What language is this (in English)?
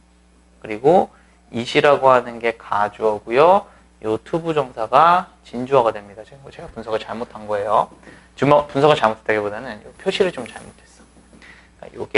Korean